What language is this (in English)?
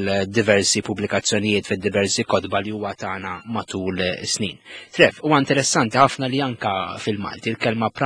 Maltese